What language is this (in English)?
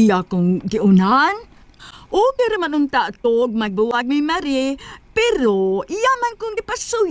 Cebuano